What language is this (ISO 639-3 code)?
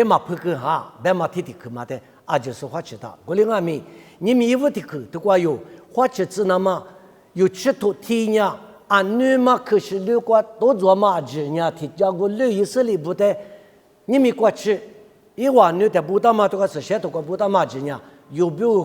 lis